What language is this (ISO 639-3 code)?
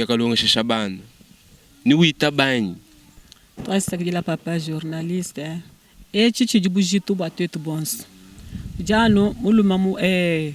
lua